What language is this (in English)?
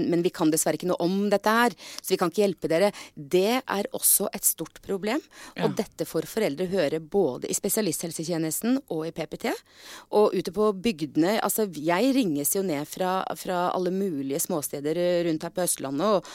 Norwegian